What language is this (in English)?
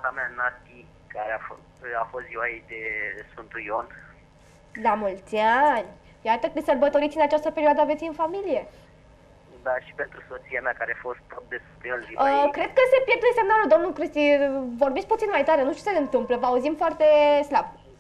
Romanian